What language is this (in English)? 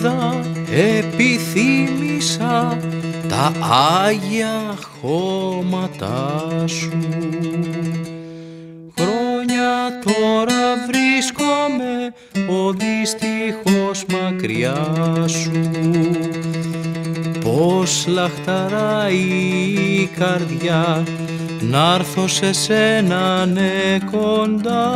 Greek